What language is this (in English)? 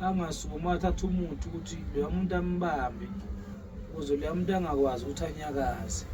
Zulu